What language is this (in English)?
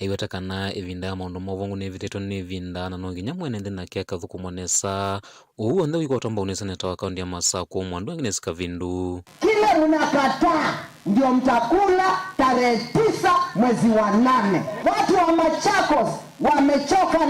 Kamba